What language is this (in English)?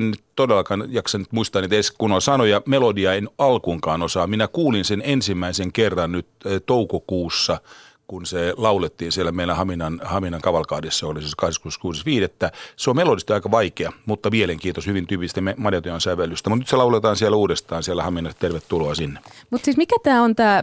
Finnish